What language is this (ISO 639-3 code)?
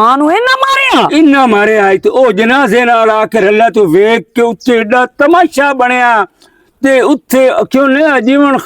lah